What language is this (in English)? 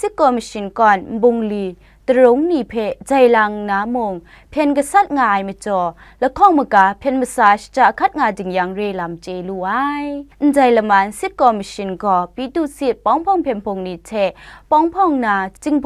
Kachin